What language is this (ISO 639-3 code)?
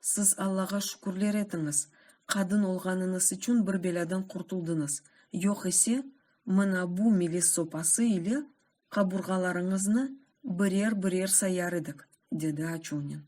crh